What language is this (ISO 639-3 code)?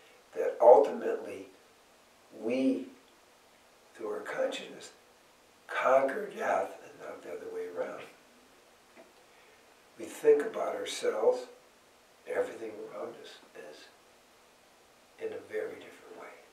eng